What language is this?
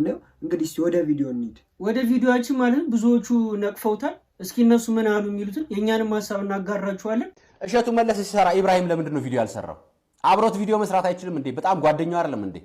Amharic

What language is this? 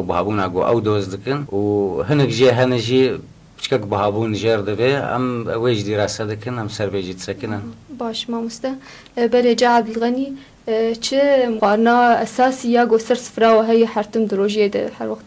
Kurdish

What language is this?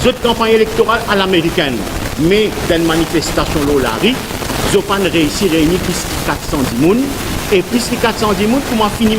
Morisyen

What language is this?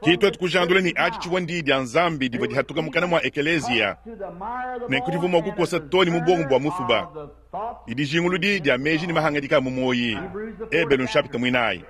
Luba-Lulua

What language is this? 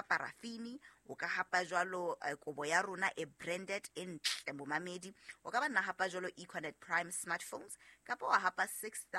Southern Sotho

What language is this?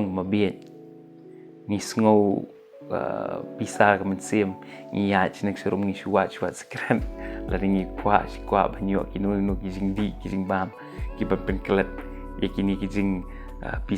Khasi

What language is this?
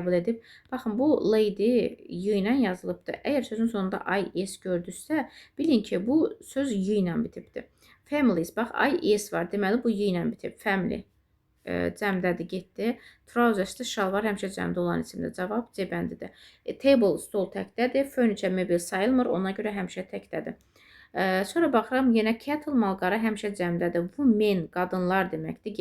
Azerbaijani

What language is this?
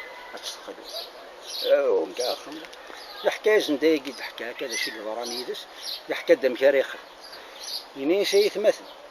Kabyle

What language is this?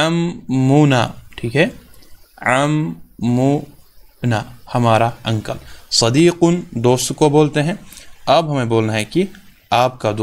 Urdu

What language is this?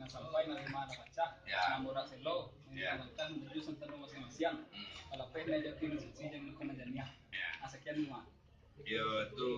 Minangkabau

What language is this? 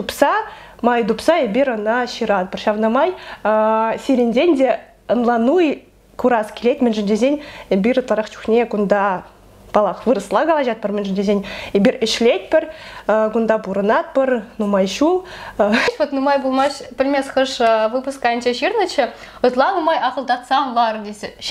Chuvash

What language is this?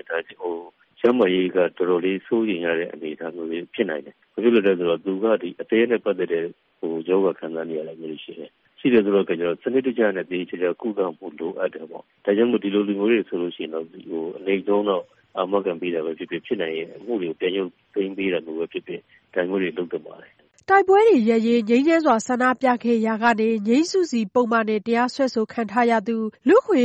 Burmese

